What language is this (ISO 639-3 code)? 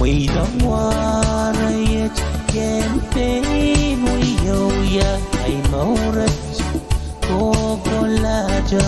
pon